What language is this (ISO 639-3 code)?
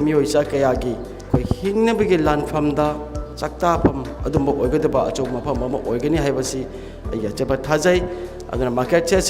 mni